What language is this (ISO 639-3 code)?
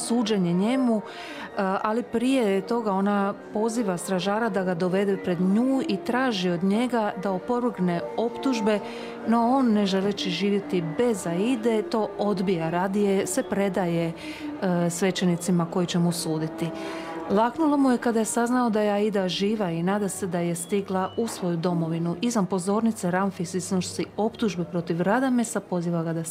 hrv